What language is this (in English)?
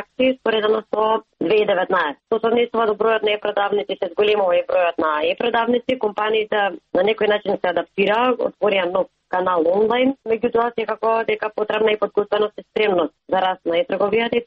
Macedonian